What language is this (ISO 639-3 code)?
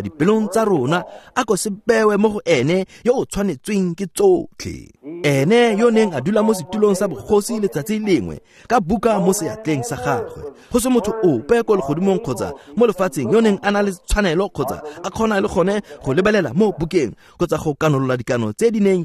tsn